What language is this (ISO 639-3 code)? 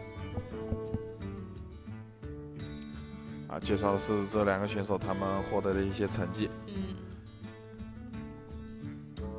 zho